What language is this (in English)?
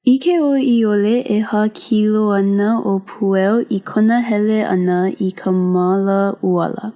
Hawaiian